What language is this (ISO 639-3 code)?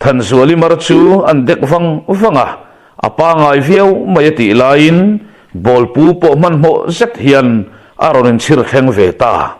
lus